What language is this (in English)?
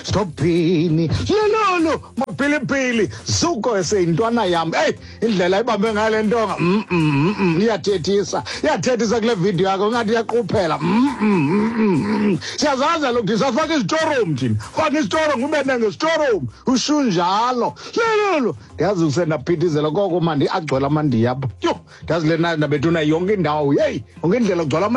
Xhosa